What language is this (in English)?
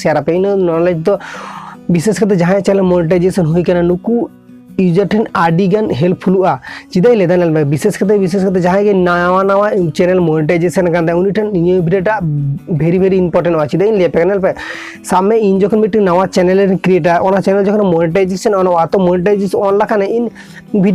Santali